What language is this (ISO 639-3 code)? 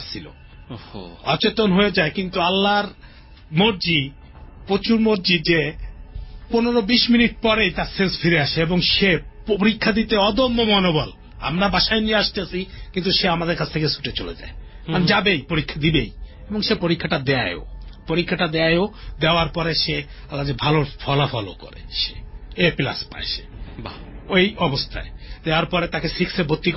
ben